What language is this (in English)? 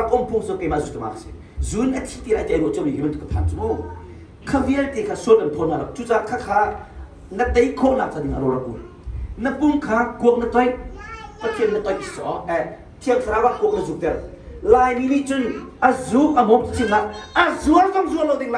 Hakha Chin